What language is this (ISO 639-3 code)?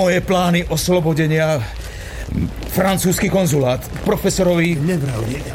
slk